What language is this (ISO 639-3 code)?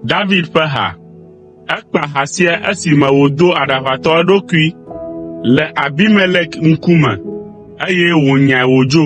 ewe